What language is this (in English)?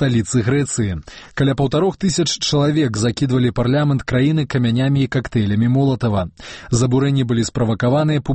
Belarusian